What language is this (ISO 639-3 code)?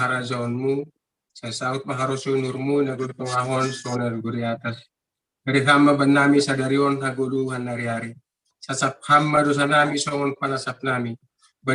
bts